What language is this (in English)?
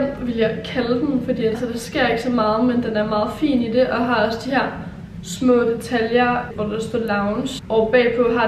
Danish